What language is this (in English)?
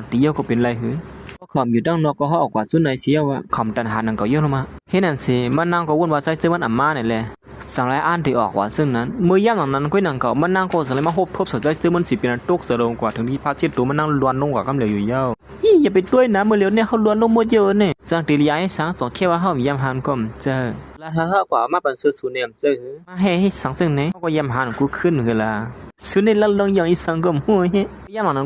Shan